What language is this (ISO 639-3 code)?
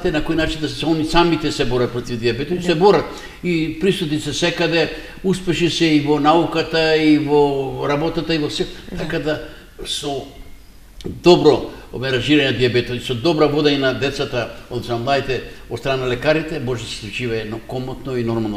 mkd